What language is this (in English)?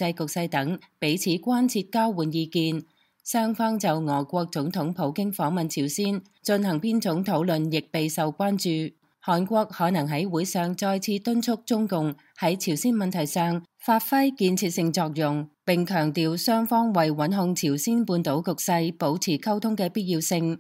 Cantonese